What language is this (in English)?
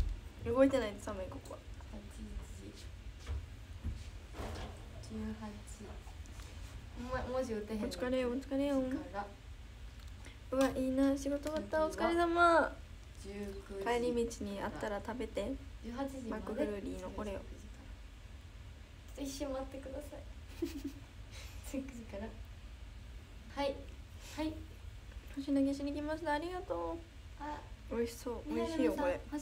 Japanese